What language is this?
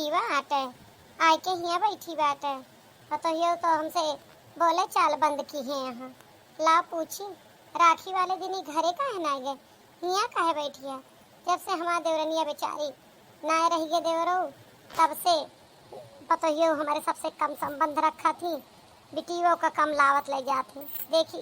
Awadhi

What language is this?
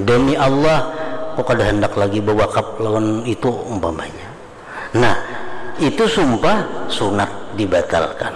Banjar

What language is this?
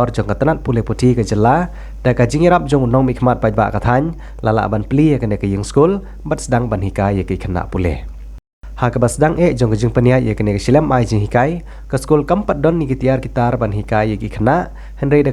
Khasi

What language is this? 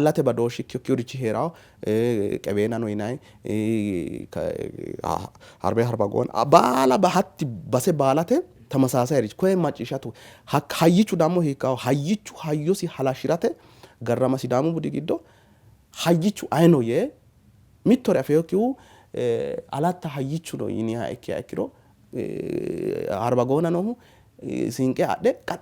Sidamo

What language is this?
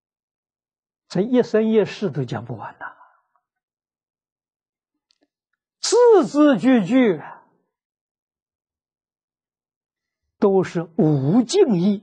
Chinese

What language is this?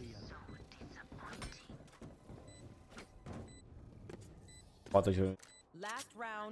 Romanian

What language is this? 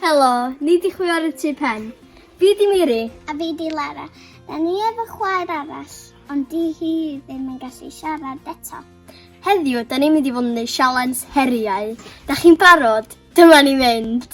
Welsh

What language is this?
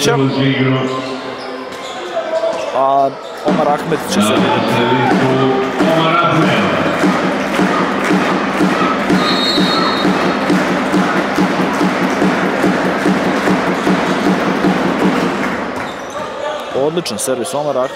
Serbian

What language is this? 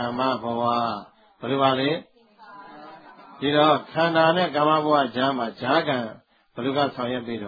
Burmese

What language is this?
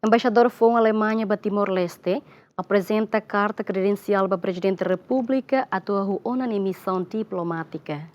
Tetum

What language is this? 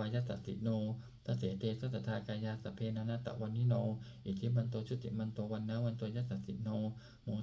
Pali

